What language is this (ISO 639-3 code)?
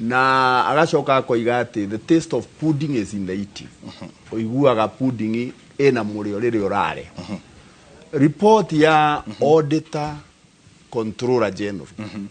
kik